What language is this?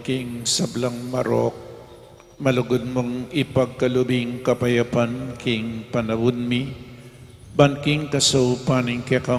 Pampanga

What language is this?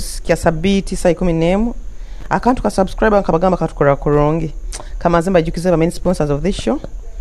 Nyoro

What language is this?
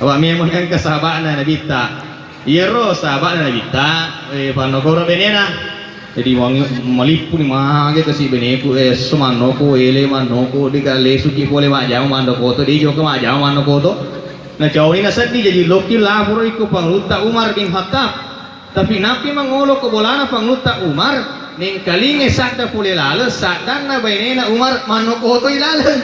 Buginese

